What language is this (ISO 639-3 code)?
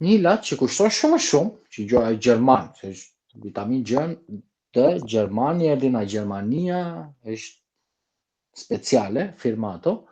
sqi